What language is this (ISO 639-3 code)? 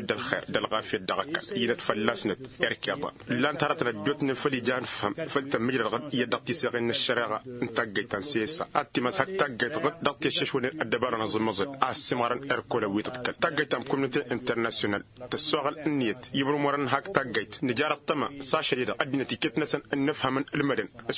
taq